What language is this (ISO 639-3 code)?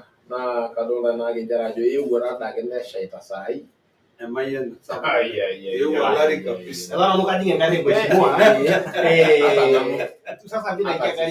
mas